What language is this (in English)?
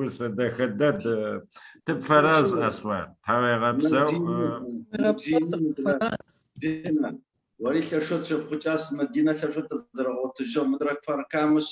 Adyghe